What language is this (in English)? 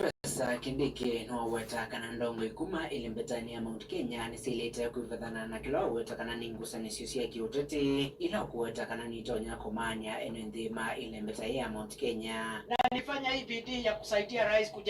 Kamba